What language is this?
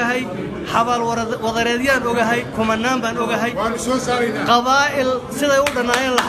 Somali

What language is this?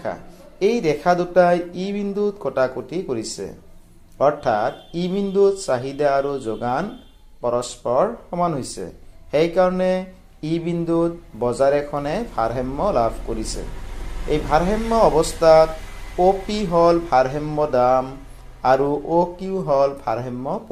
Assamese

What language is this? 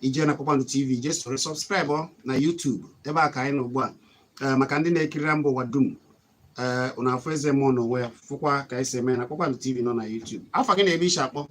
Igbo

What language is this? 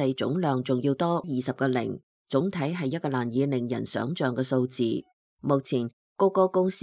Cantonese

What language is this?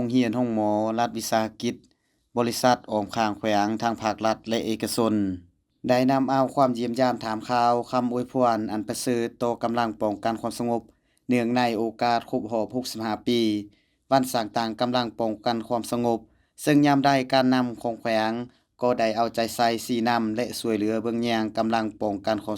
Lao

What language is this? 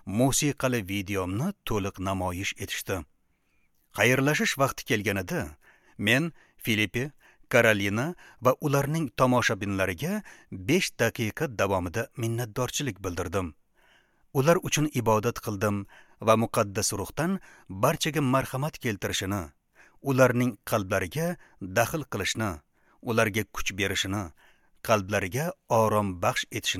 Uzbek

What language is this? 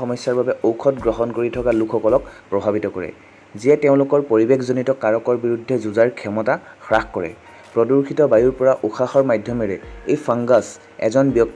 Assamese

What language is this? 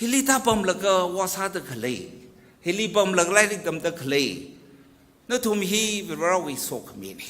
Tangkhul Naga (India)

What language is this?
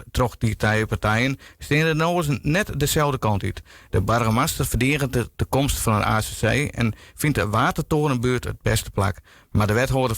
Western Frisian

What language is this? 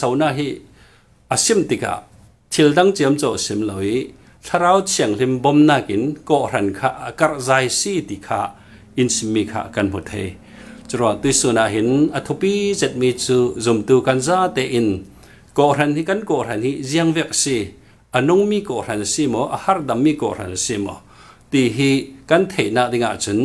Falam Chin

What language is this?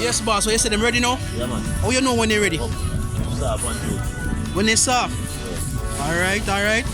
Jamaican Creole English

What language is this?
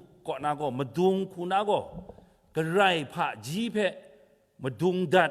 Kachin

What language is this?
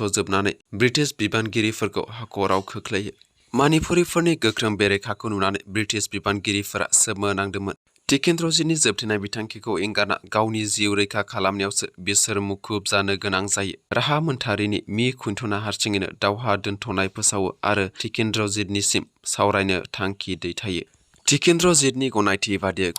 Bodo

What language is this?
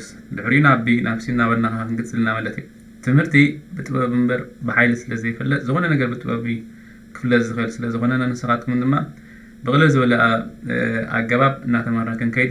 Tigrinya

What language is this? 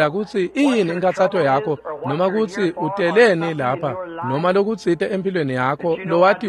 Swati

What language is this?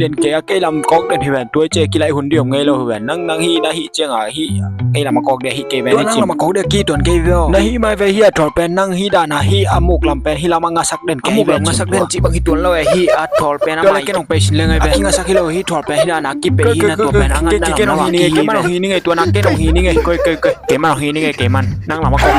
Tedim Chin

